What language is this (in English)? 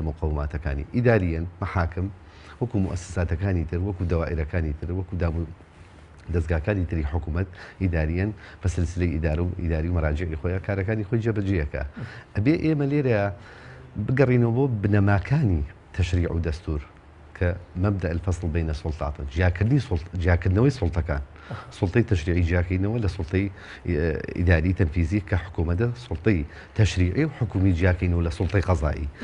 Central Kurdish